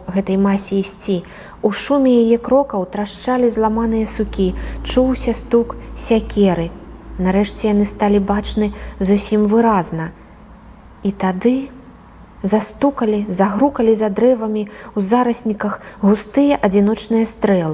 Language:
Belarusian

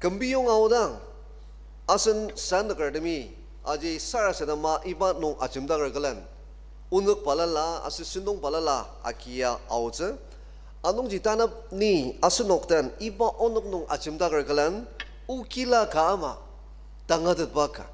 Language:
Ao Naga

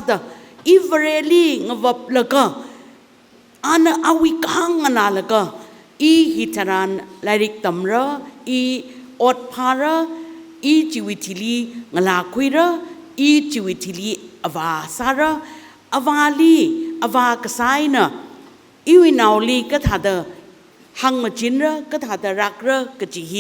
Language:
Tangkhul Naga (India)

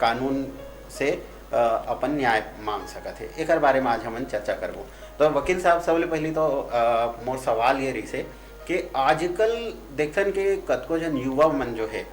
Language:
Chhattisgarhi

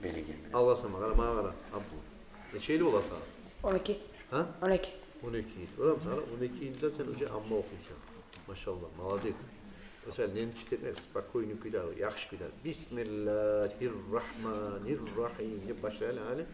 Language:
Kumyk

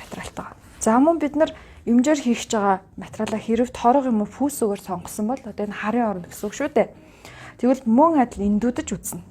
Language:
Mongolian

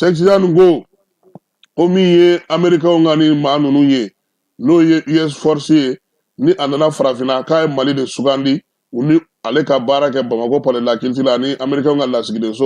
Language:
Bambara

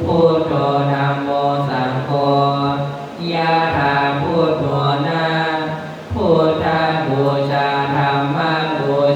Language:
Pali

